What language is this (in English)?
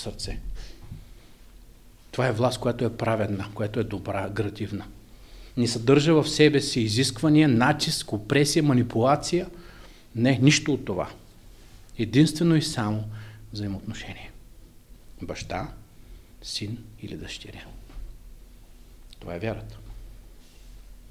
Bulgarian